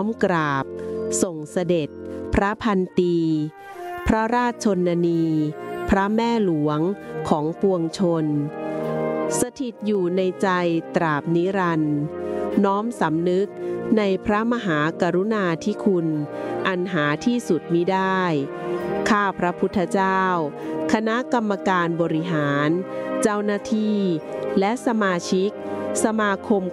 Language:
Thai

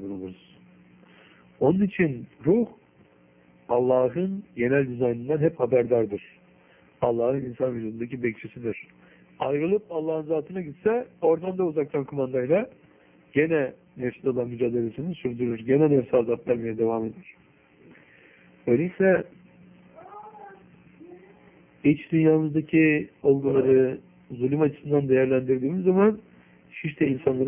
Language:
Turkish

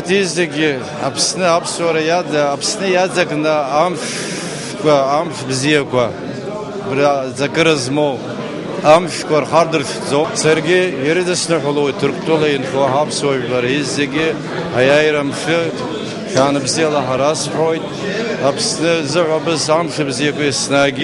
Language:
Abkhazian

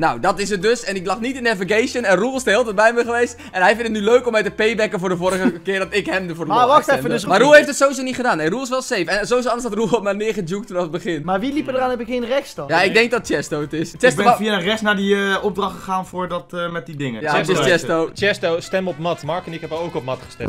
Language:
Dutch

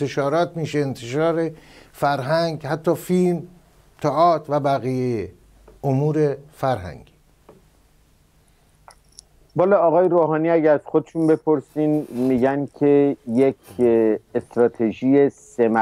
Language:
Persian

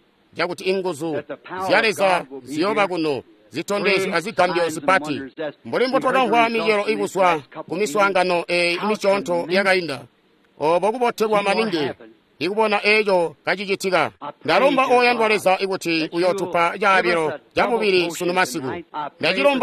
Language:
Tonga (Zambia)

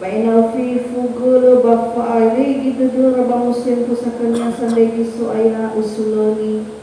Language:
Nias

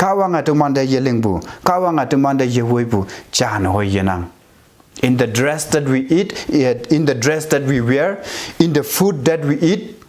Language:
Konyak Naga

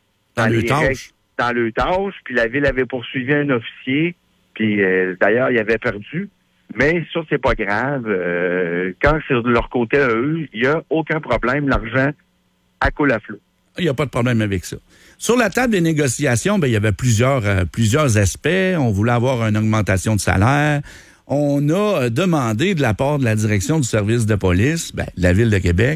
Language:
French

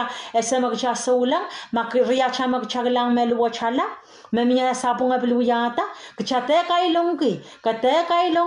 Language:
Pohnpeian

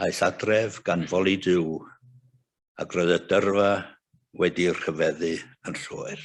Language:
Welsh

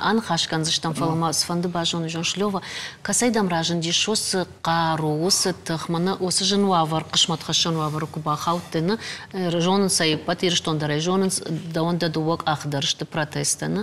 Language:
Ossetic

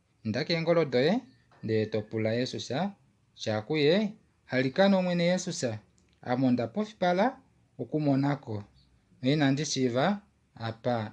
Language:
Kuanyama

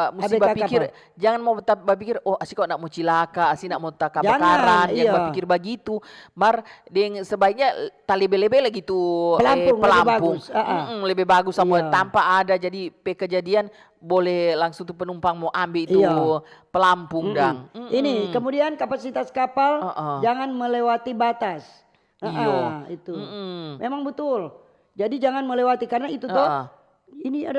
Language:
Manado Malay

